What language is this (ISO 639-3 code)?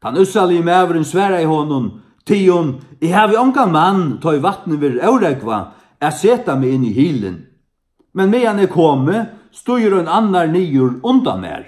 fao